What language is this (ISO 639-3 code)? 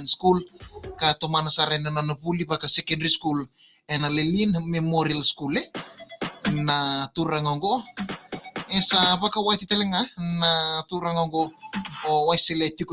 fij